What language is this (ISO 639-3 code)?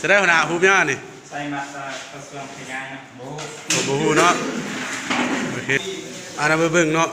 lao